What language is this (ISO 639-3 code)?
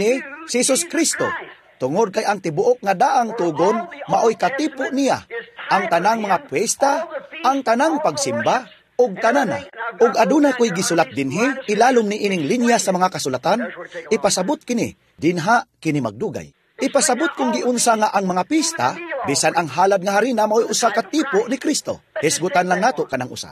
ceb